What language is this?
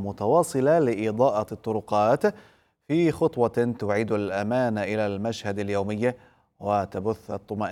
Arabic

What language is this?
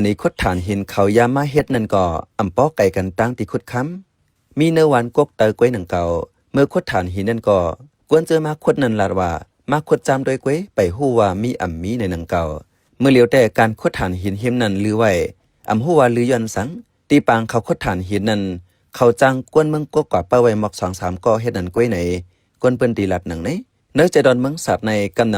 Shan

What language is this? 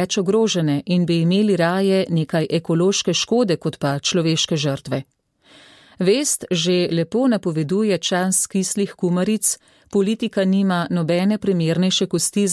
Slovenian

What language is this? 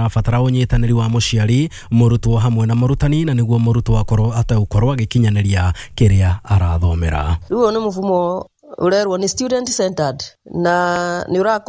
Kikuyu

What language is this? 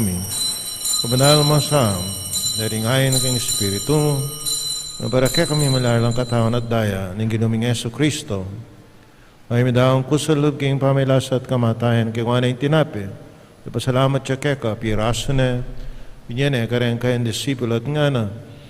Pampanga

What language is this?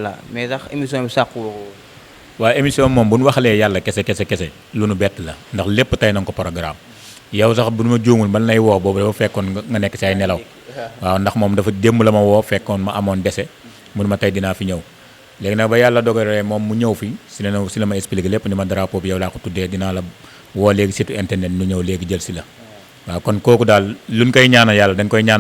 Wolof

